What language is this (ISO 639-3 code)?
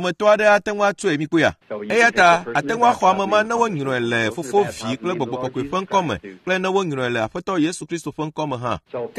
ewe